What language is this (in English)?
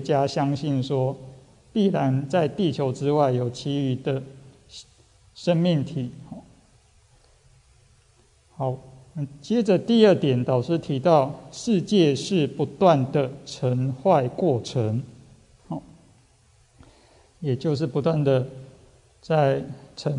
Chinese